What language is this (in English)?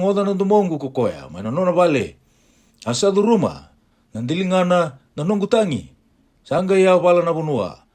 Fijian